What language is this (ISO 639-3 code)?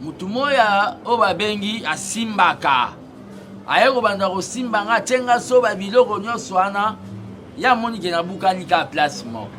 lin